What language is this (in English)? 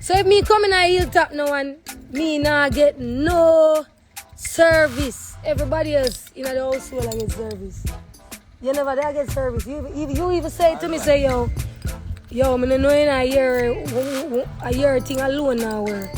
Jamaican Creole English